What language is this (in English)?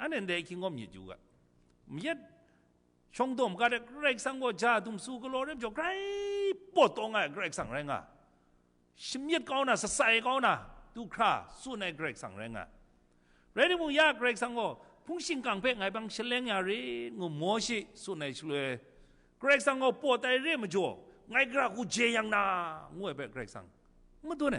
Kachin